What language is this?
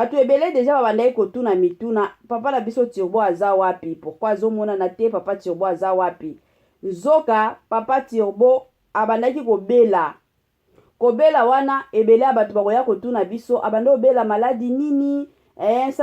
Lingala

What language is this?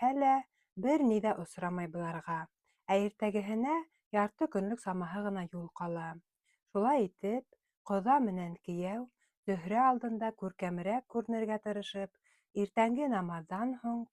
Bashkir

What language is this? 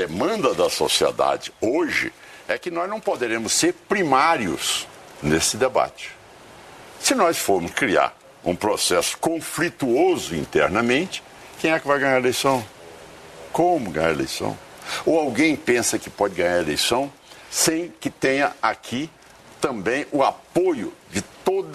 Portuguese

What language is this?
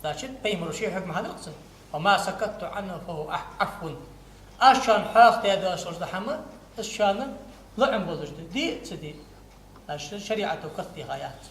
Ingush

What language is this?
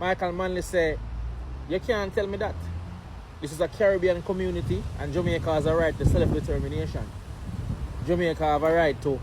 Jamaican Creole English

